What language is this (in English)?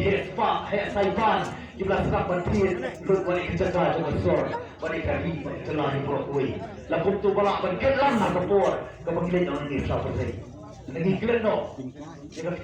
Khasi